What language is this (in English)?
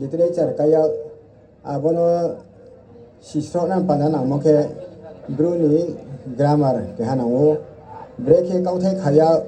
Riang (India)